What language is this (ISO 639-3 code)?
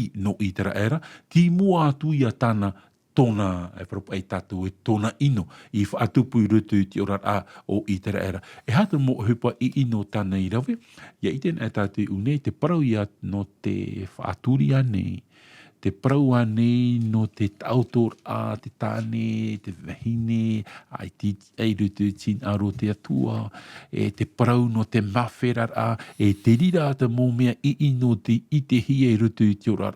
tah